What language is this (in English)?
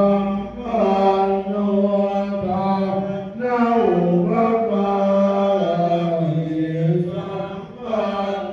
Pali